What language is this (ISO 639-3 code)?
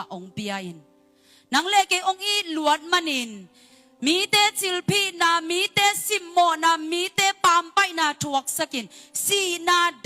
ctd